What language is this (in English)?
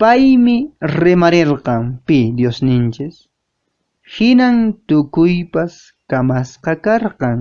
Quechua